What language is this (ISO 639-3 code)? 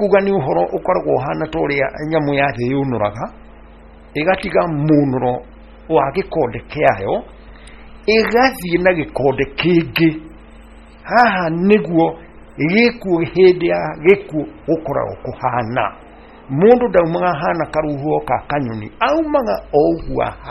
kik